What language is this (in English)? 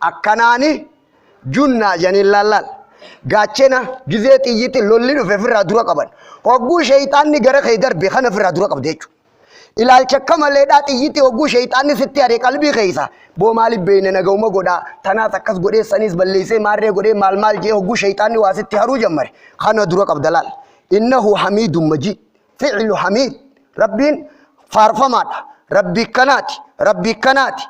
Oromo